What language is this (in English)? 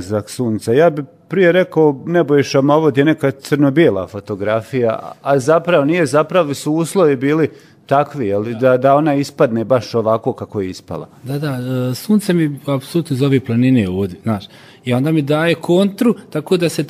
Serbian